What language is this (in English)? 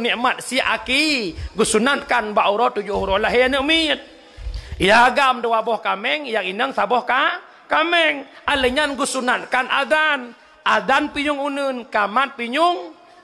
Achinese